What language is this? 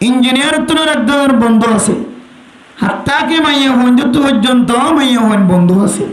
Rohingya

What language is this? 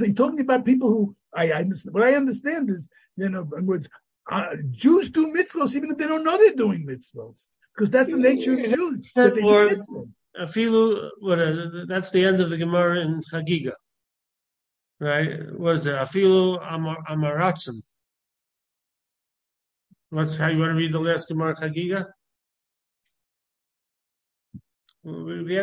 English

